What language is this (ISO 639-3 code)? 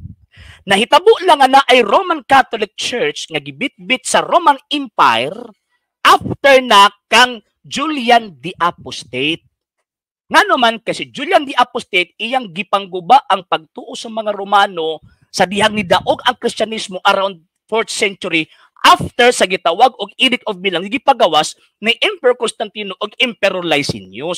ceb